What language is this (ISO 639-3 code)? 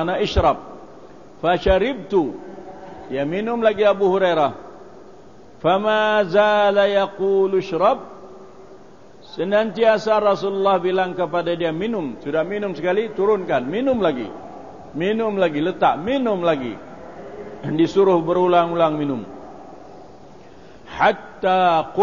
msa